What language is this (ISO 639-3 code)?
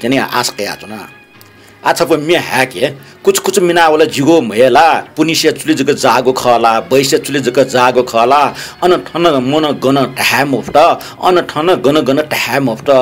new